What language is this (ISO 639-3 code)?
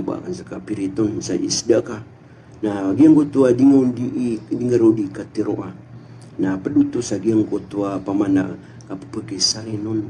mrw